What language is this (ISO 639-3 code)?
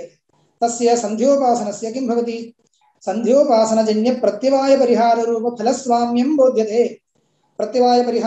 san